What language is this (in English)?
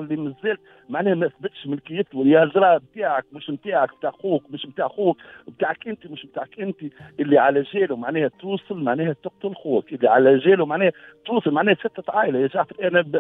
Tunisian Arabic